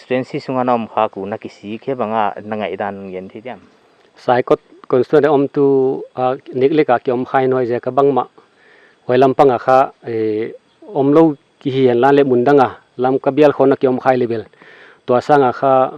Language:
Paite Chin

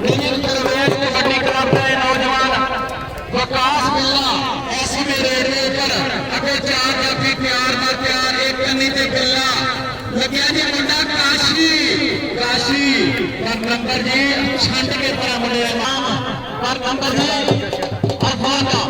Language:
Saraiki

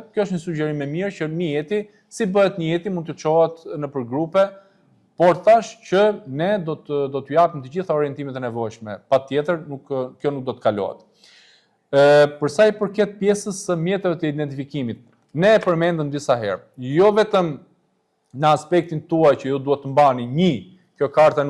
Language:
Albanian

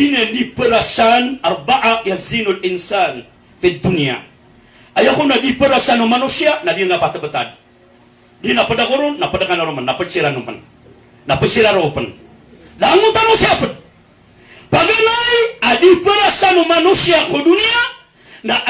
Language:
Maranao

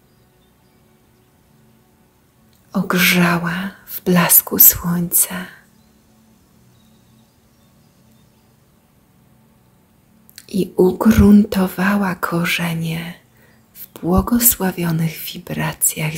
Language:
Polish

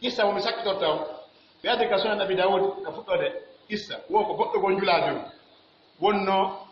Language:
Pular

